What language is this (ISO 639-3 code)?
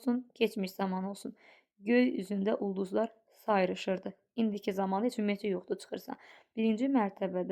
aze